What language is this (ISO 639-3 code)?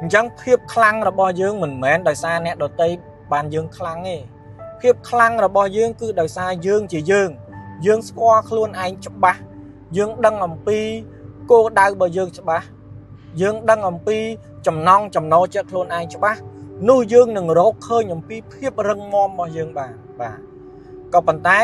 khm